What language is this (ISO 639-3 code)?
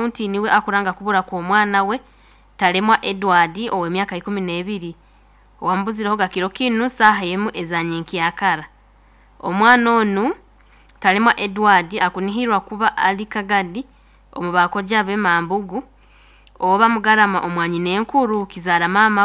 nyo